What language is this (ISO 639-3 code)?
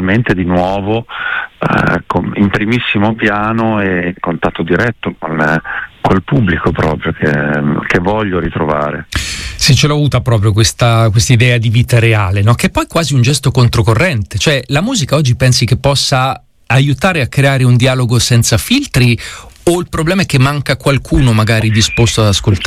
ita